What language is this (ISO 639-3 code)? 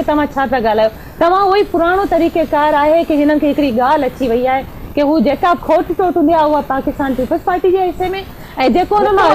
snd